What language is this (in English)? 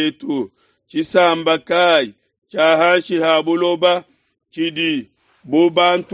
Luba-Lulua